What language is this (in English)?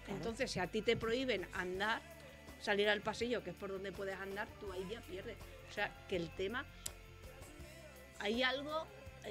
Spanish